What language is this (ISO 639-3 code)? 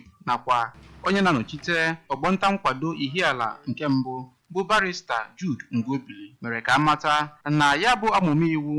ibo